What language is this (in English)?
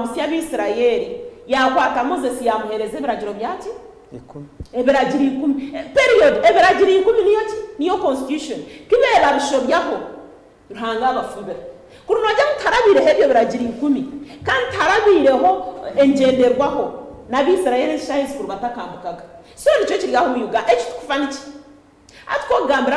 Nyankole